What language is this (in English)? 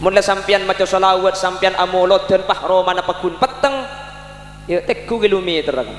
Madurese